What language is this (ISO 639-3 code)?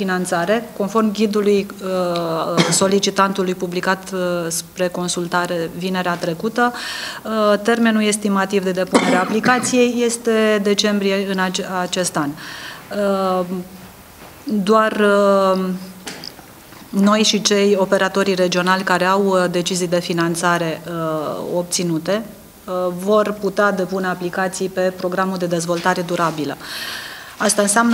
ron